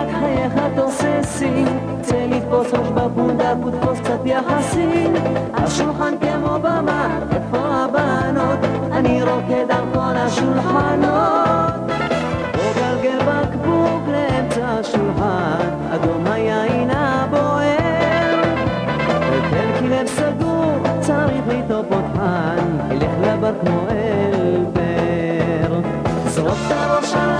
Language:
Hebrew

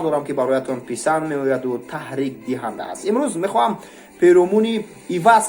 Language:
Tajik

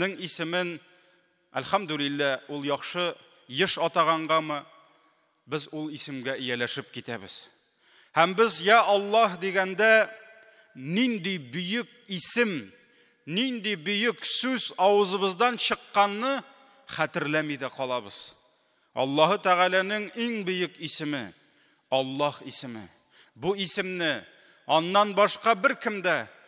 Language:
Tatar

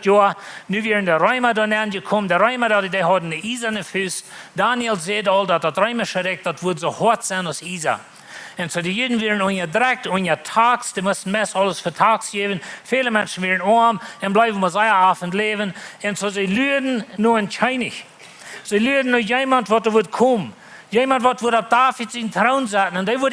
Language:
Plautdietsch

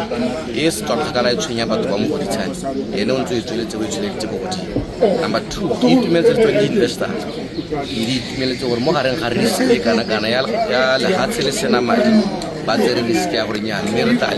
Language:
Tswana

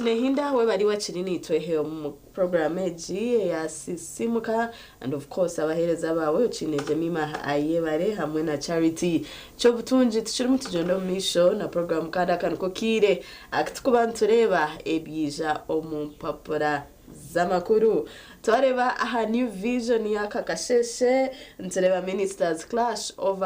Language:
Nyankole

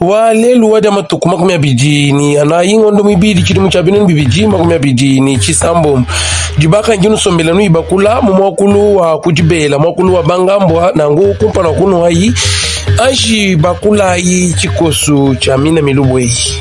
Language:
Luba-Lulua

